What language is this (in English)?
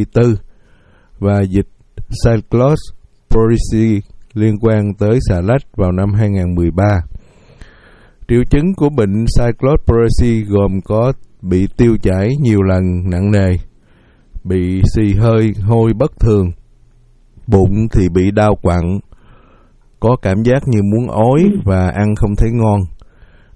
Vietnamese